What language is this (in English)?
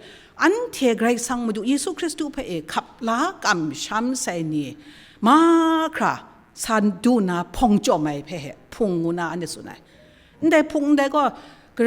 Kachin